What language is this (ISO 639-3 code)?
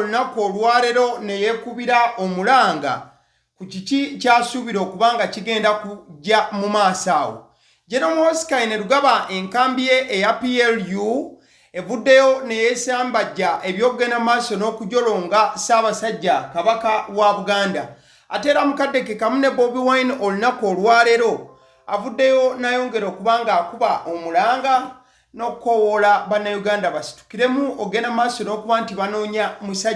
lug